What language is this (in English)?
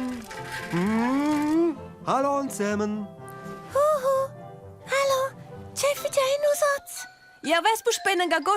Romansh